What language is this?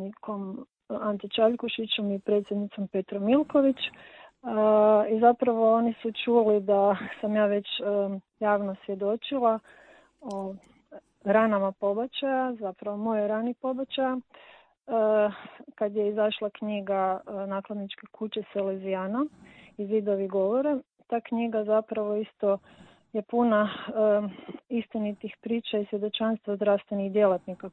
Croatian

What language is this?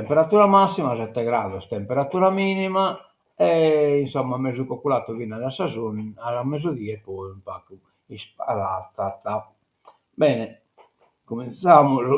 Sardinian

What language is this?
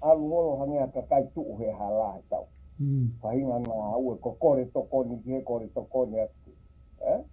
Tongan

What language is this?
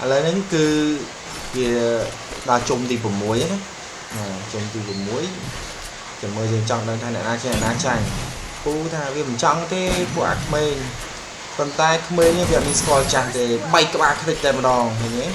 Khmer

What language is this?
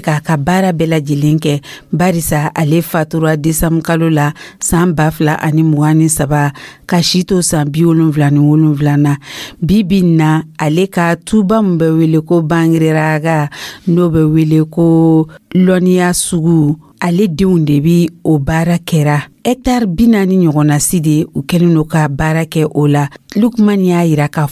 Dyula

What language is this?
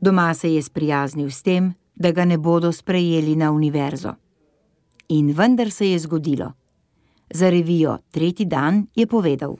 Slovenian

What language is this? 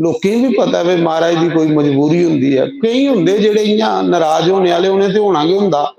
Dogri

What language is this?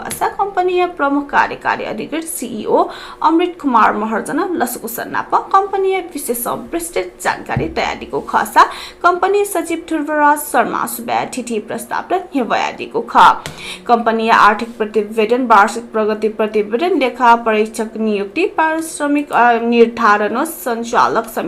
Newari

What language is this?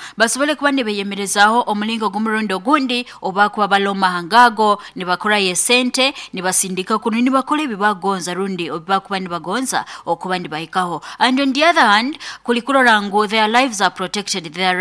Nyoro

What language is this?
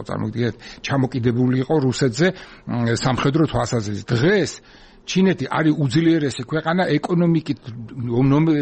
Georgian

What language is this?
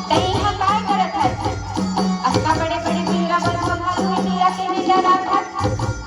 Chhattisgarhi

